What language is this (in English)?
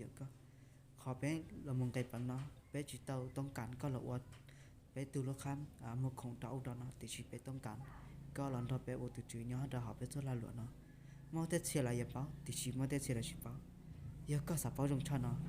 Hmong